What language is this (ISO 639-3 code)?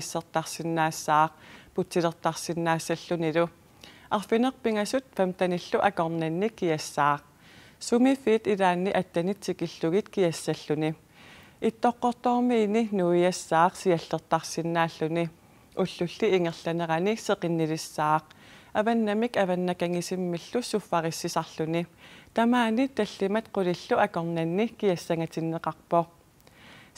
kal